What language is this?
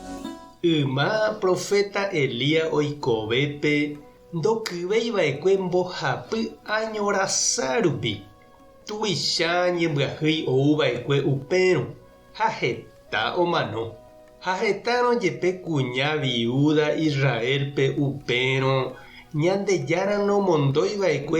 Guarani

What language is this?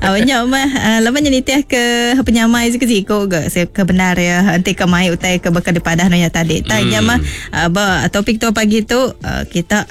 Iban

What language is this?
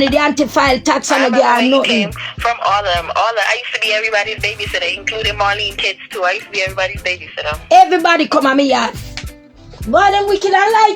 Jamaican Creole English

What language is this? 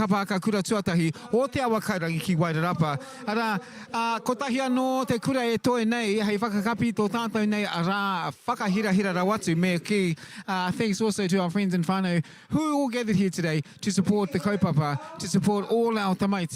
Māori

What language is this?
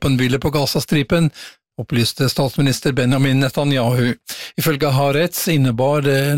Norwegian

